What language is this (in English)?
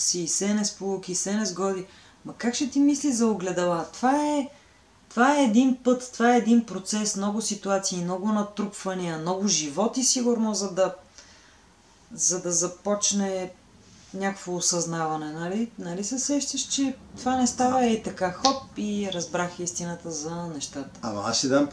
Bulgarian